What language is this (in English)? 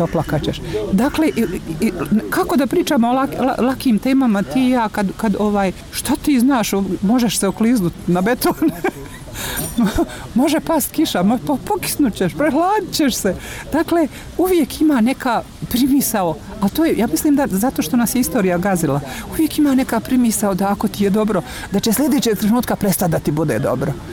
Bosnian